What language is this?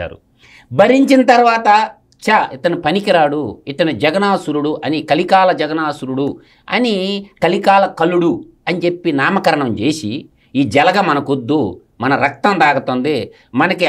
Telugu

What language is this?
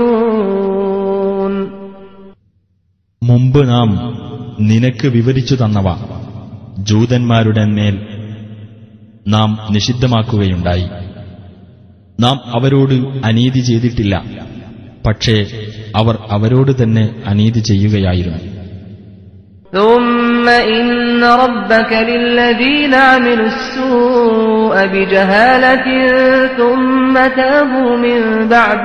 Malayalam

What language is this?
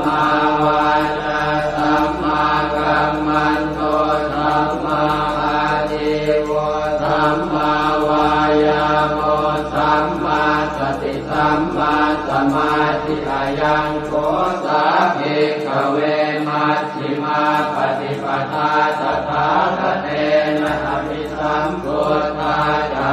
Pali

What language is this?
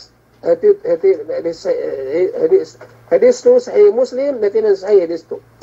Yakan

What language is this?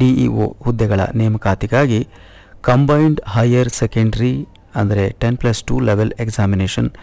Kannada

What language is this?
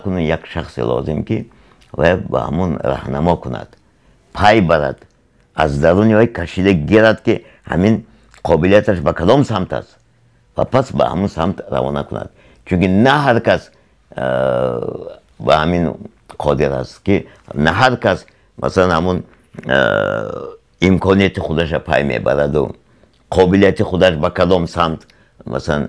Tajik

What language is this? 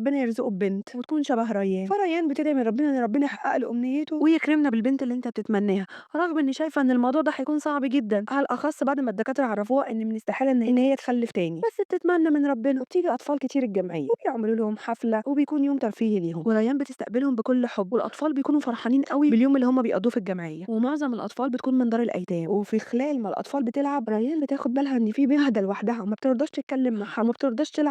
Egyptian Arabic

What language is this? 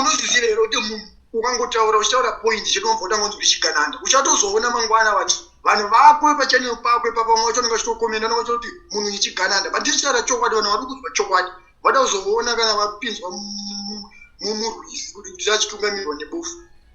Shona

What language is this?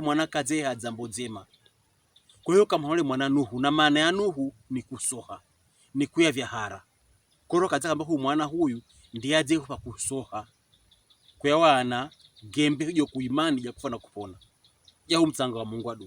Pokomo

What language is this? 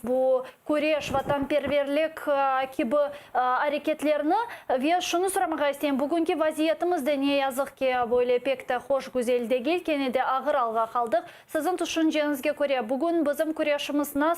Crimean Tatar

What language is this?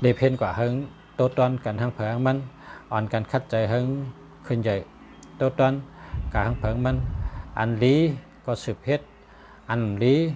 Shan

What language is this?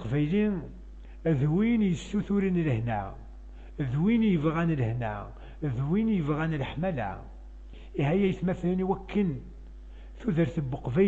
Kabyle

